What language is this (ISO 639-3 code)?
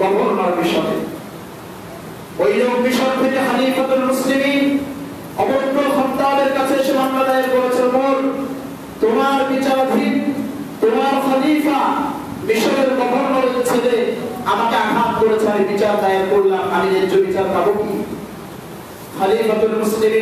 ben